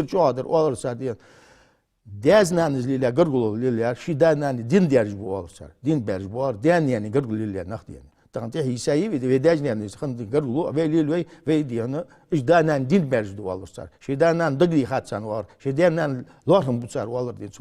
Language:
Ingush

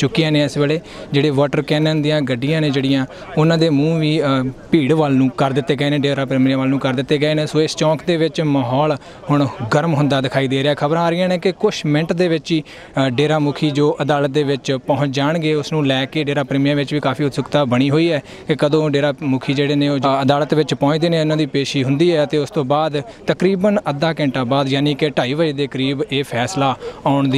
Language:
Punjabi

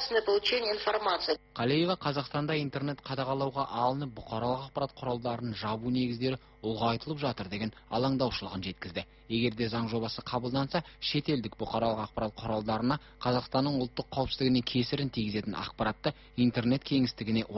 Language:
Kazakh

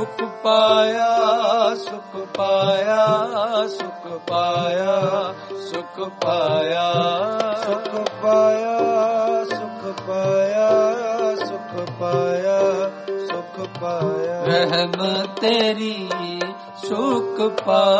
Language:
Punjabi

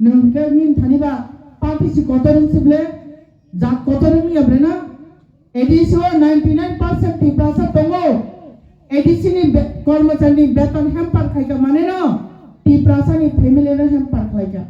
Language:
Kok Borok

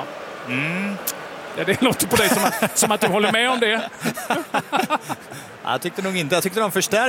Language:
Swedish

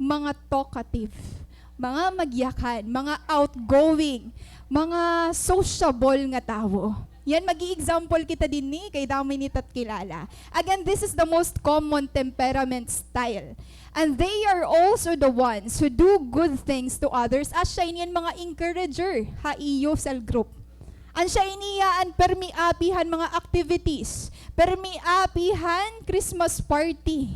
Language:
Waray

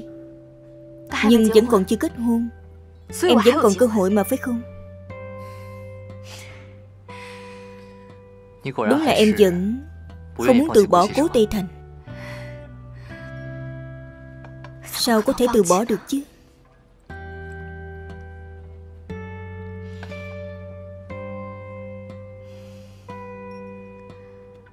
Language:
Vietnamese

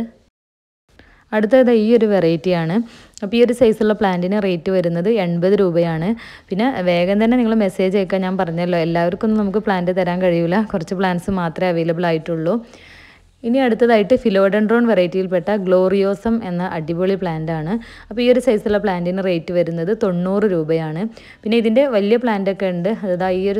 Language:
Malayalam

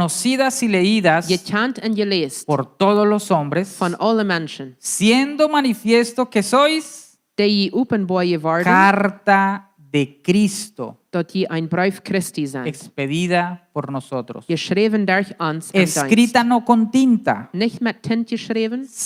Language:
Plautdietsch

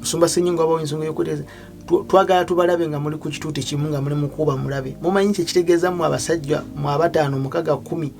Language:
Ganda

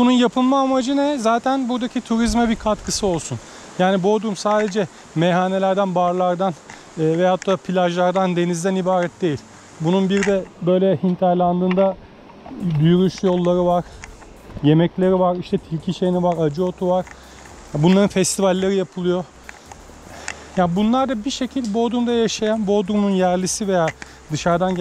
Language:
Turkish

